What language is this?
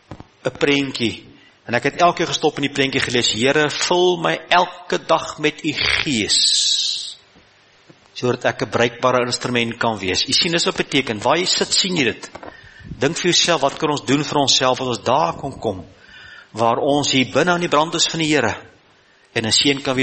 Afrikaans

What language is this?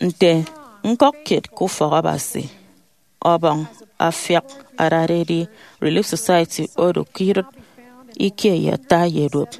Efik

